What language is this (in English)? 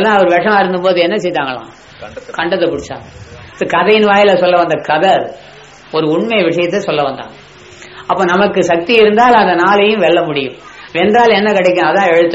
Tamil